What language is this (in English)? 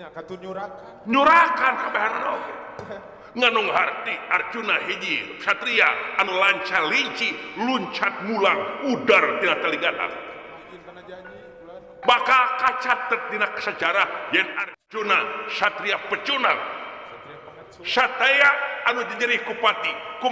Sundanese